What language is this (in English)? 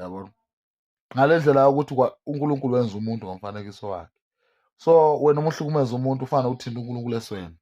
Zulu